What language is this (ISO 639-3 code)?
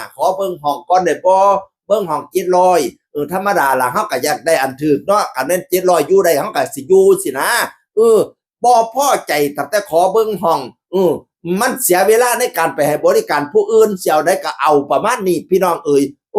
tts